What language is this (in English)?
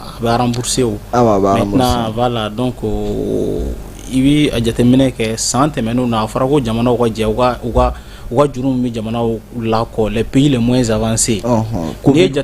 Bambara